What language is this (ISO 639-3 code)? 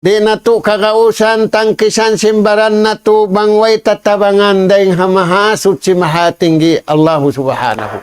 tsg